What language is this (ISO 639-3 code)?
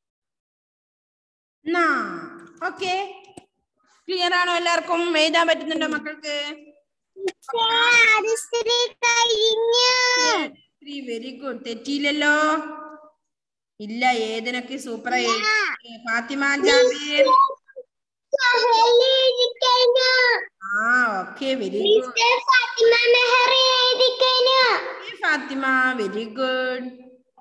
mal